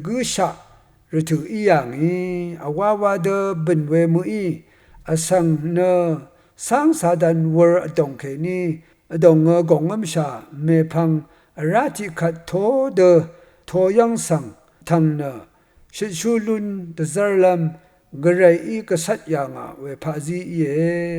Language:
Rawang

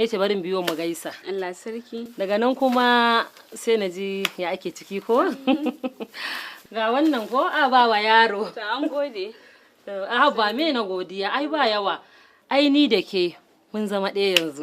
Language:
Hausa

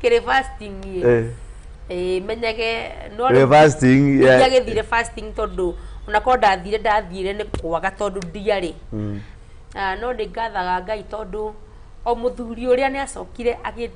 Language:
Kikuyu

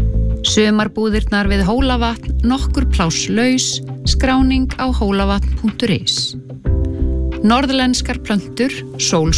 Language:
Icelandic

